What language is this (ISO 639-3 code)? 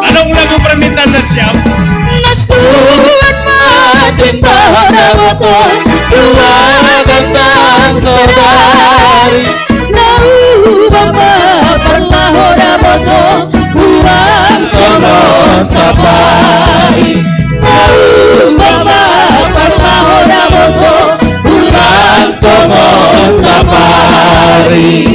bts